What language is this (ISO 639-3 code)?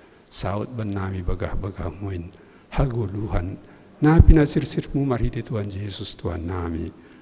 bts